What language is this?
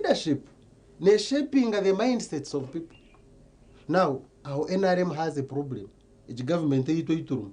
Nyankole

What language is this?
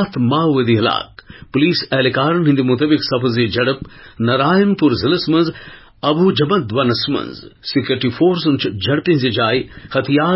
Kashmiri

